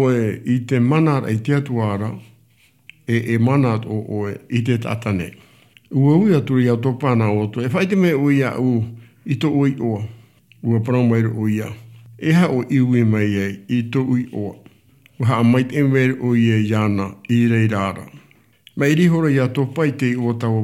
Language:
Tahitian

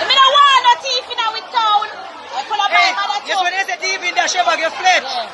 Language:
Jamaican Creole English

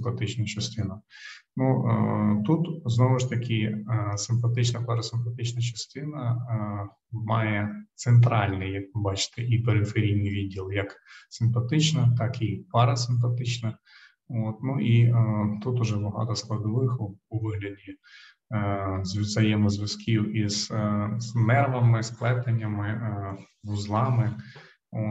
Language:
Ukrainian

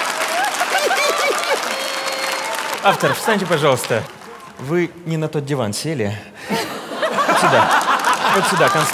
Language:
Russian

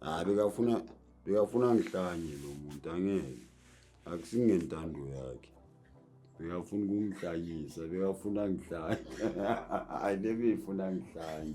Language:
Zulu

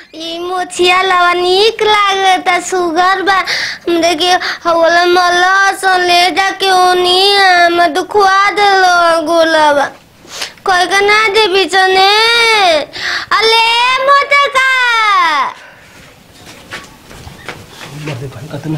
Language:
Bhojpuri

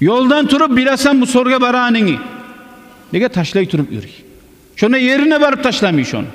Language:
Kumyk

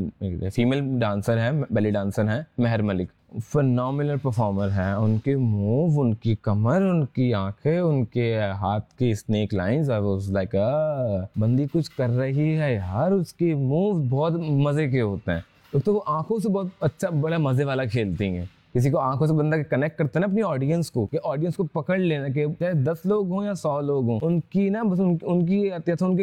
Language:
Urdu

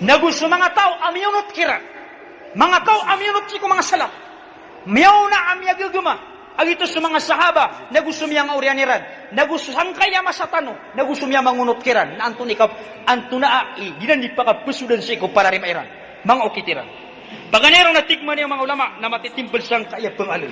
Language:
Maranao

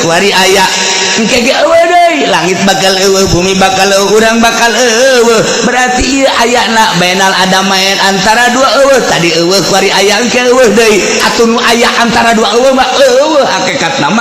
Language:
Sundanese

